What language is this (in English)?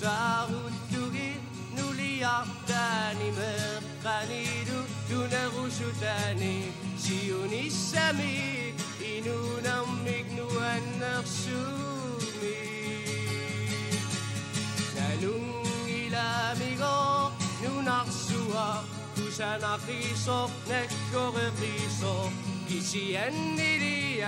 Kalaallisut